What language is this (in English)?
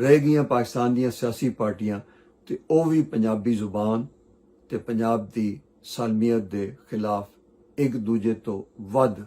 Western Panjabi